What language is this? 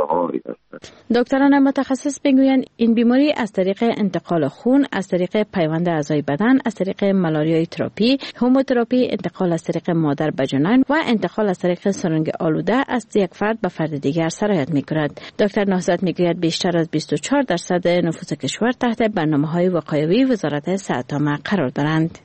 Persian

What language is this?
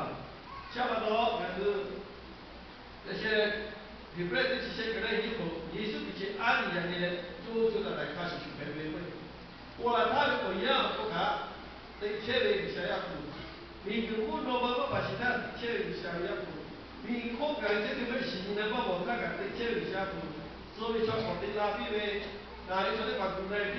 Lahu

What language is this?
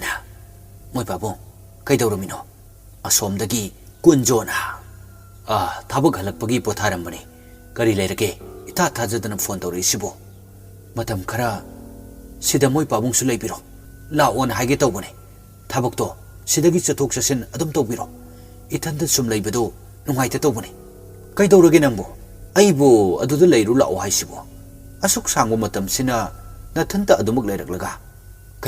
Manipuri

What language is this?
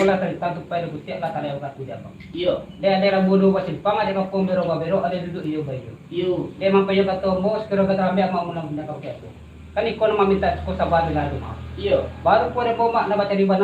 Minangkabau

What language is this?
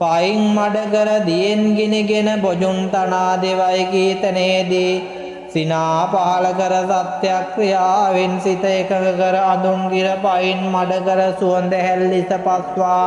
Sinhala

